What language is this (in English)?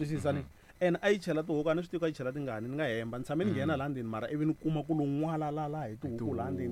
Tsonga